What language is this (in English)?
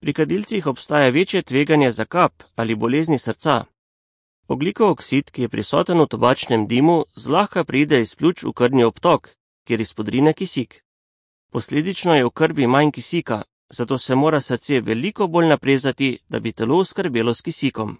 Slovenian